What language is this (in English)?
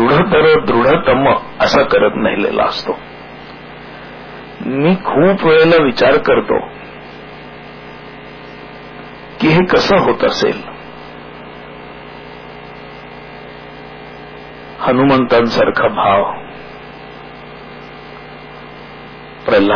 Marathi